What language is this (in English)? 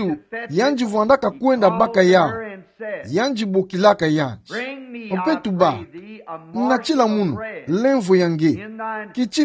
Kituba (Democratic Republic of Congo)